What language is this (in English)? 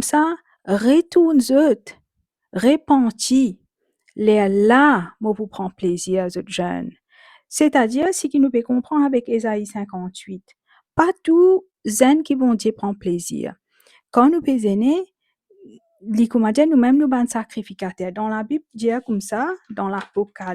Morisyen